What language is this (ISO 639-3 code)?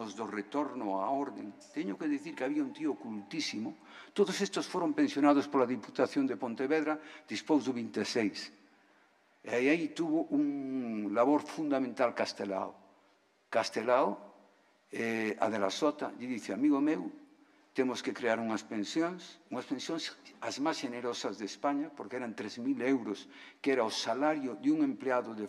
glg